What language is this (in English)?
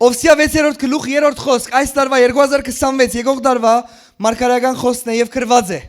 Western Armenian